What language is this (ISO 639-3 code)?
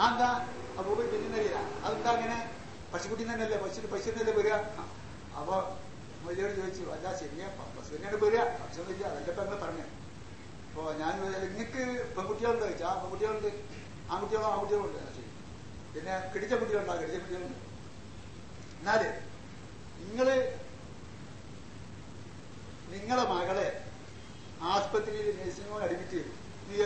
mal